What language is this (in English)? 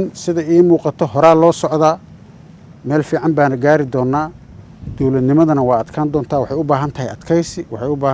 Somali